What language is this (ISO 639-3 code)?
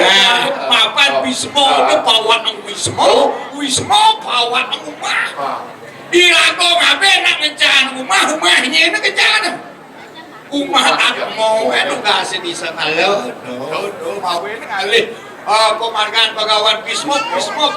ban